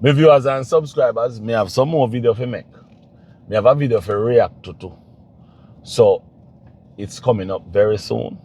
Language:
Jamaican Creole English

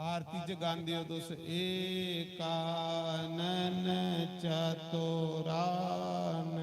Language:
Dogri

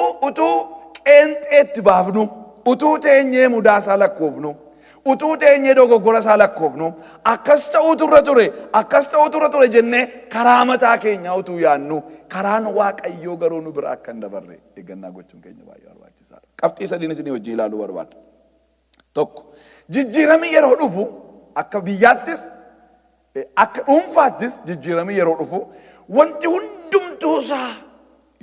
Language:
Oromo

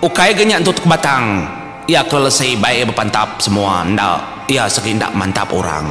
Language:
Iban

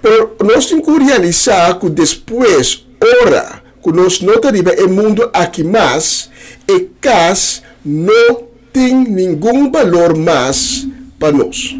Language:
Papiamento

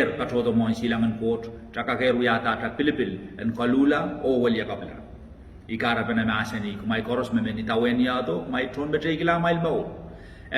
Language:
Pohnpeian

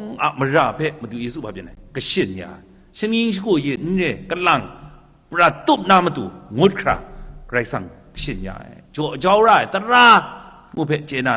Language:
Kachin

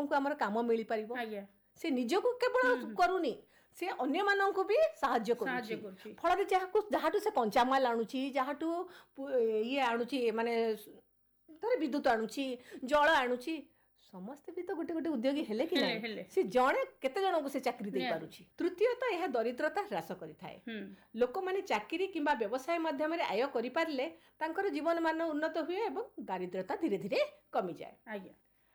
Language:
Odia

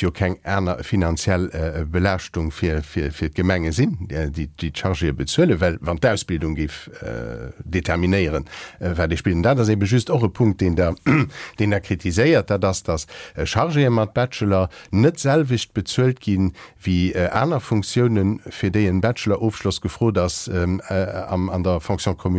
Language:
Luxembourgish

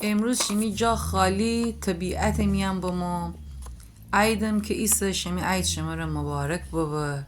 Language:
Gilaki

